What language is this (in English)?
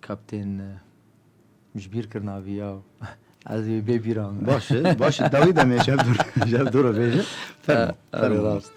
Kurdish